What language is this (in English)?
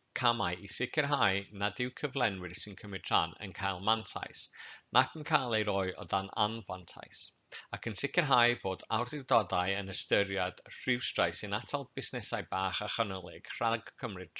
Welsh